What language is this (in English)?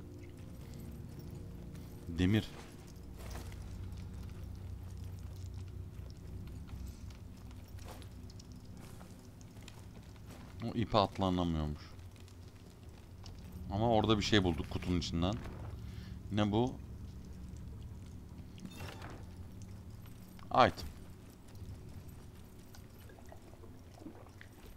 Turkish